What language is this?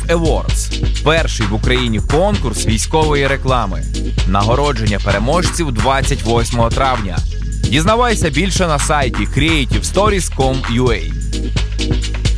Ukrainian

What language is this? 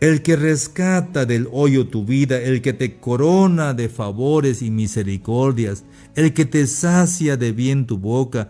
Tzeltal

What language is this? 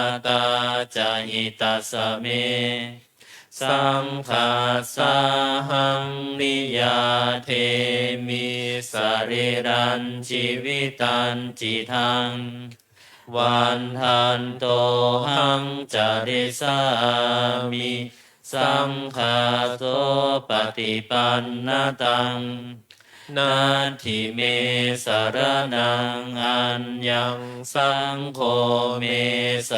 Pali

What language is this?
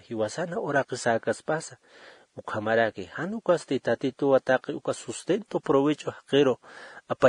Aymara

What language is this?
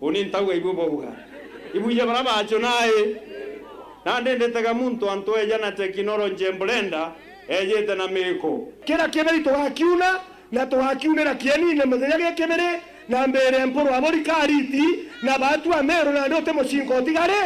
Meru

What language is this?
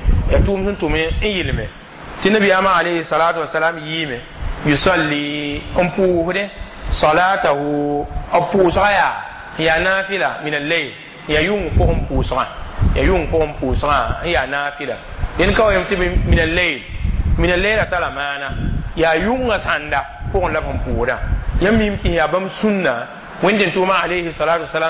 Mossi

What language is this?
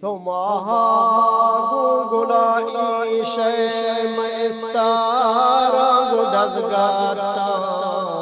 Eastern Balochi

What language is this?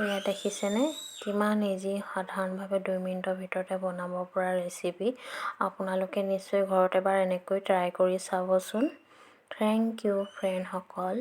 Assamese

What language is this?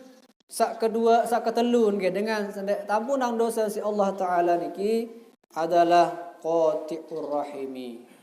Sasak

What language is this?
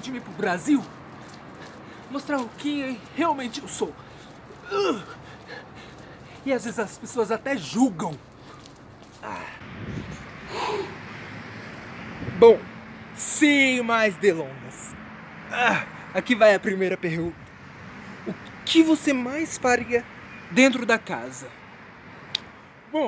Portuguese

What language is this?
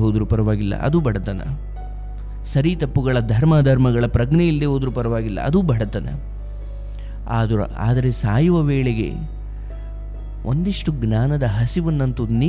Kannada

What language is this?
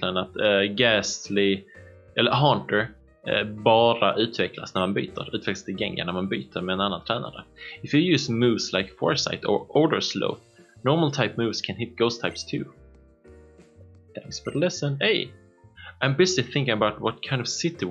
Swedish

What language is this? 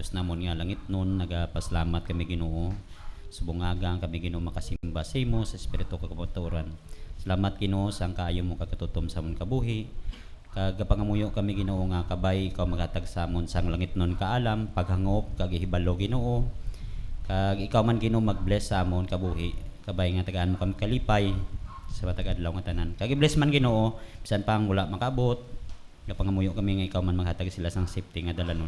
Hiligaynon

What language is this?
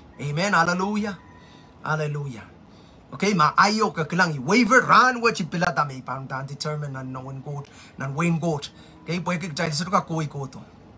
Pohnpeian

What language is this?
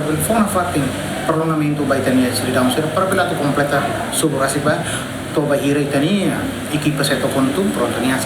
Tetum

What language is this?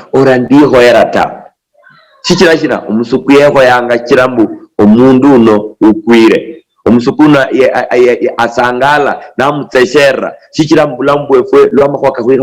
Luyia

